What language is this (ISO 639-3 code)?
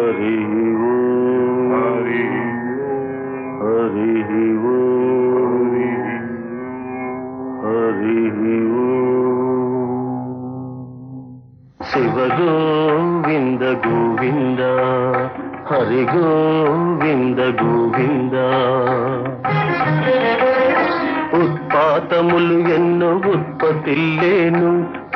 tel